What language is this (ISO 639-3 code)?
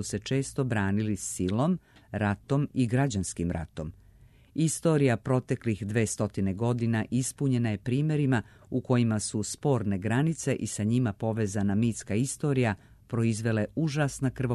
srp